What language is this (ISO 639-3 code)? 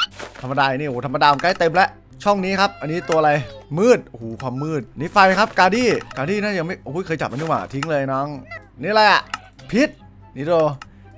tha